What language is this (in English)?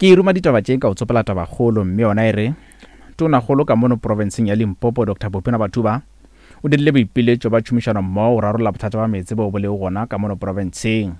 Northern Sotho